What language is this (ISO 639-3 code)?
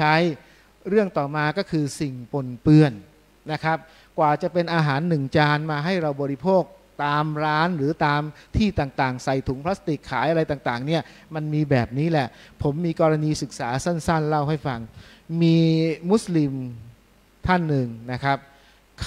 tha